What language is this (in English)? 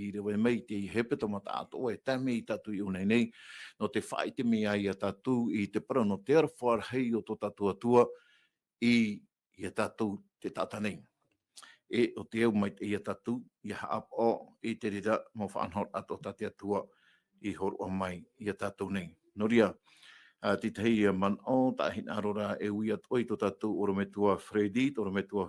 Tahitian